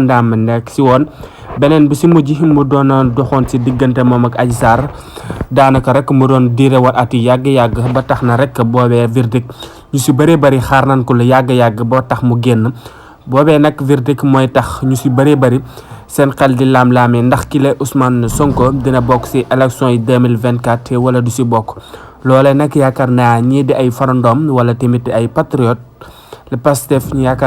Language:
Wolof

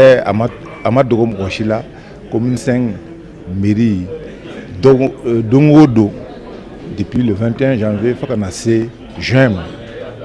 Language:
Bambara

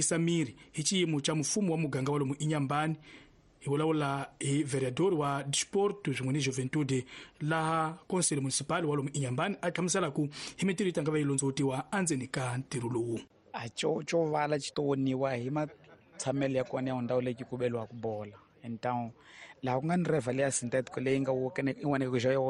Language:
Tsonga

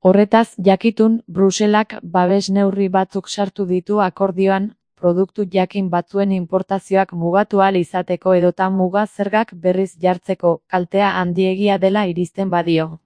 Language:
Basque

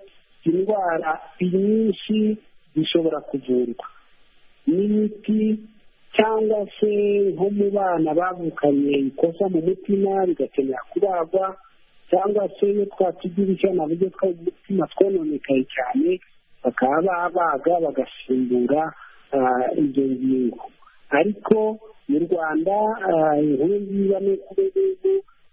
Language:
Kinyarwanda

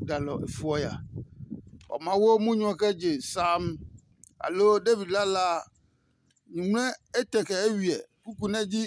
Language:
Adangme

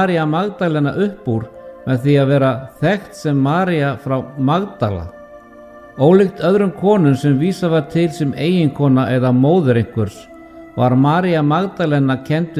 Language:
Icelandic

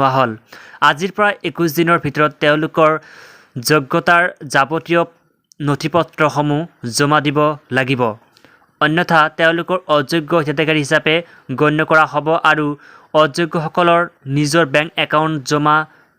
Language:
Assamese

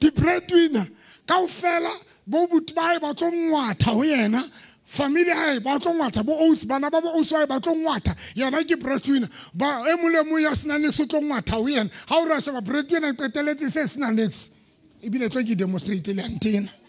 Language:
Southern Sotho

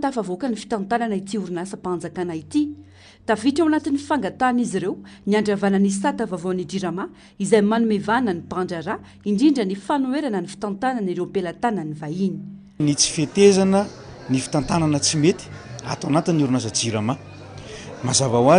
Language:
Malagasy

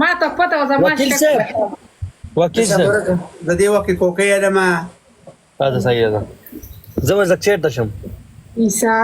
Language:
Pashto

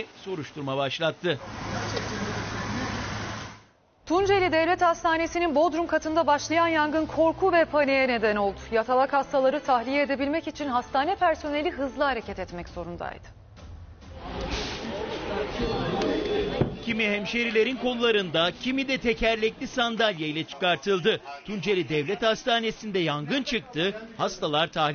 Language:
Turkish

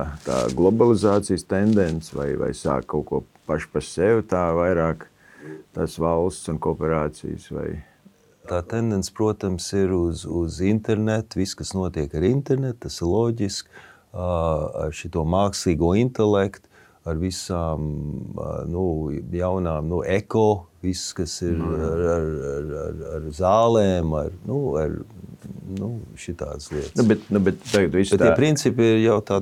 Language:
Latvian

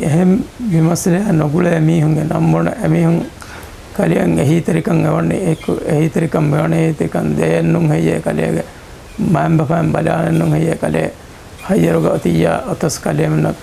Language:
Divehi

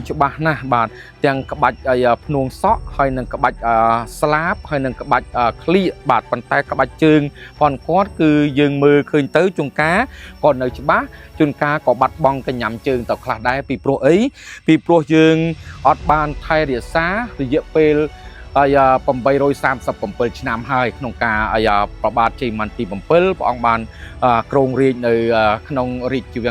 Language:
Khmer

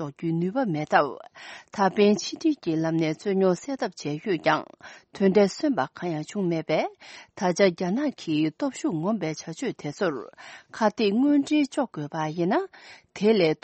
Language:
Tibetan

